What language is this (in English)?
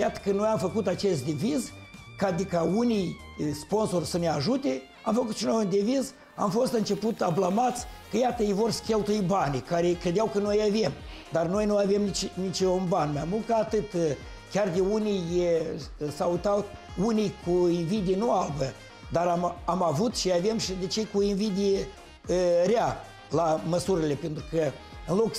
Romanian